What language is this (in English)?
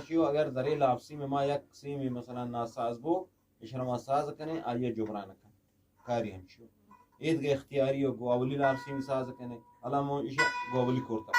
Eastern Balochi